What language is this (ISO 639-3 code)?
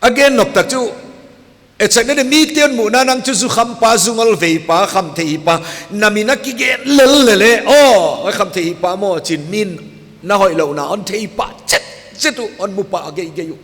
pck